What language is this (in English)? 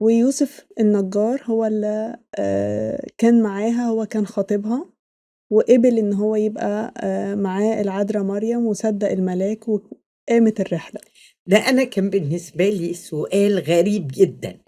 Egyptian Arabic